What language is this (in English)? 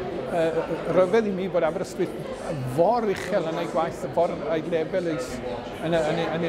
Welsh